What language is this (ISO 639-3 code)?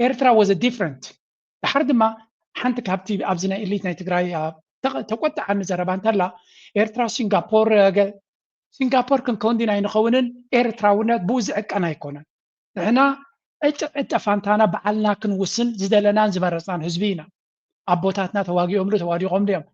tir